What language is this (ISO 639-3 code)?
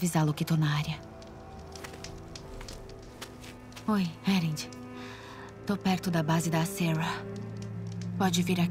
por